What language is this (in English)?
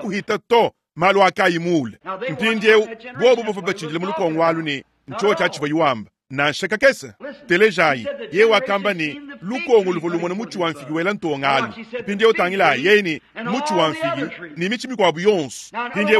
Luba-Lulua